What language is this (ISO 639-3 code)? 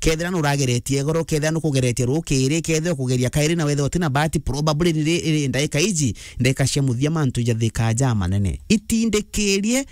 mer